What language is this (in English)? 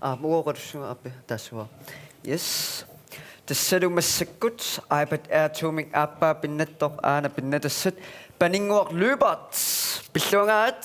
Kalaallisut